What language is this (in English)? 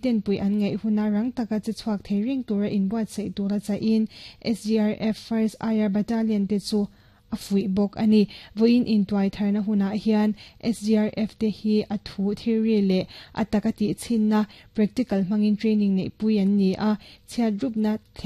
Mizo